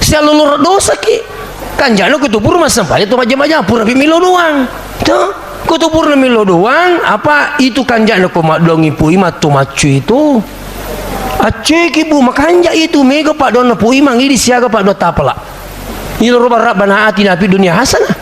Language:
Buginese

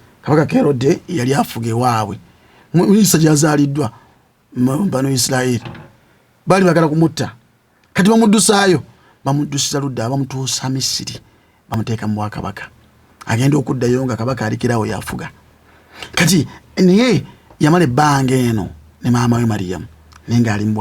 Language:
Ganda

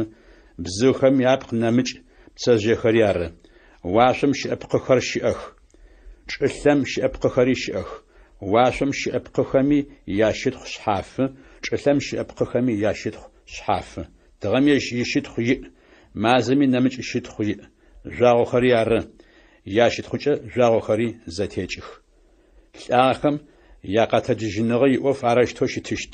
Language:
Adyghe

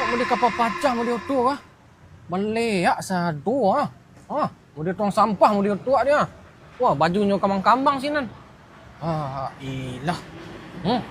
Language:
Minangkabau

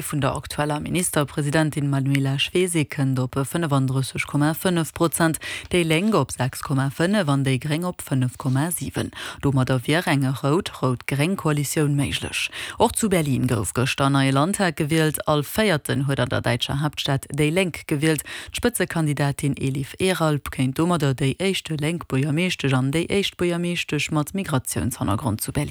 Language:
Luxembourgish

